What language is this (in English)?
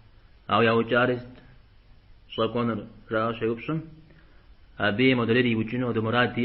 Kabardian